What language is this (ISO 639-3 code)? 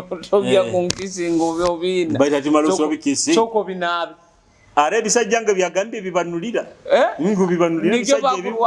nyo